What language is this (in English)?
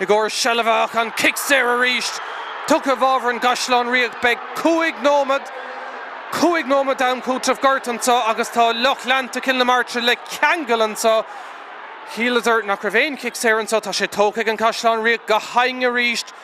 Irish